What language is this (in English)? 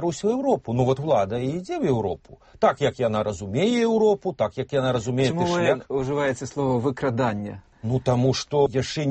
Belarusian